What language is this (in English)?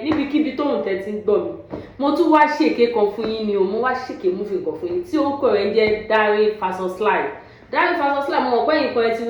Yoruba